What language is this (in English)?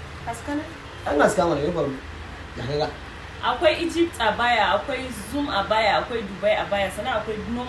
Hausa